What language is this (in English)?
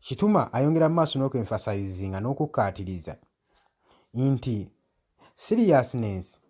Ganda